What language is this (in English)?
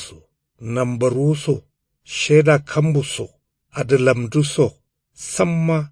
Kanuri